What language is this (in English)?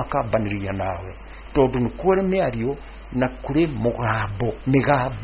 Kikuyu